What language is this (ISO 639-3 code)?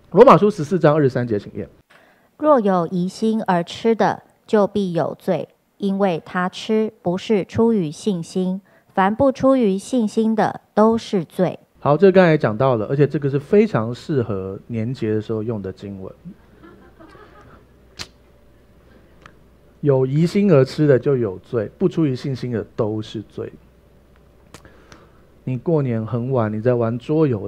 zho